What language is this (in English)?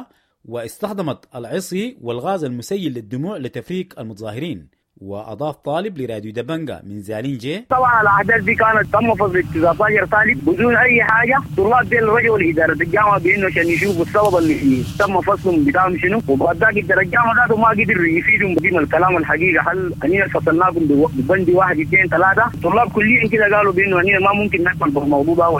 Sudanese Arabic